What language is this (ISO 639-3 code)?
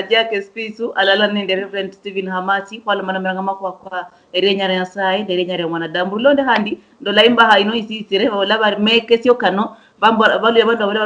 luy